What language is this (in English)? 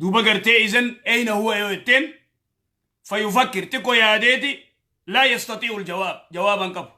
Oromo